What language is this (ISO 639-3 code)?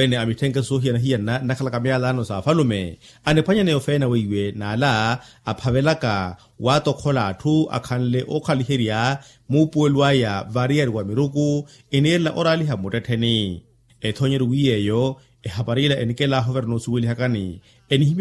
vmw